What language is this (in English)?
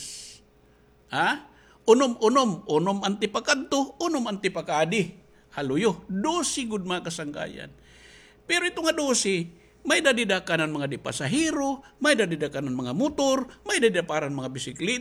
Waray